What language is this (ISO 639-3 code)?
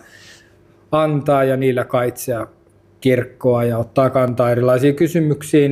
fin